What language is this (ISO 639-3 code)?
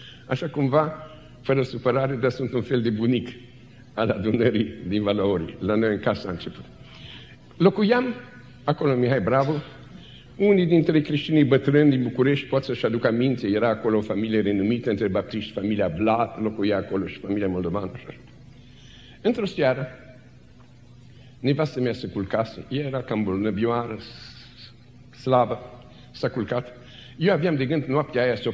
ron